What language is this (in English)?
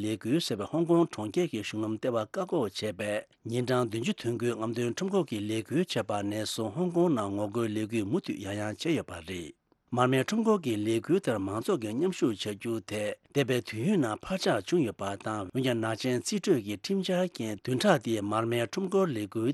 Tibetan